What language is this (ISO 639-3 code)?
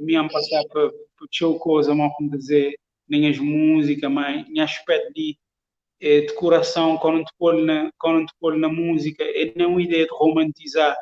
kea